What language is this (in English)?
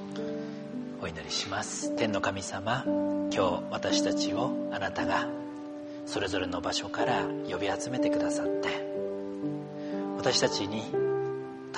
Japanese